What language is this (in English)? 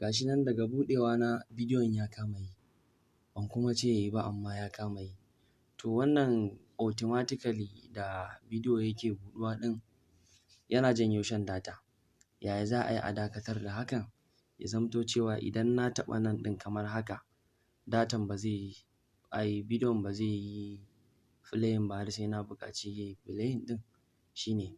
Hausa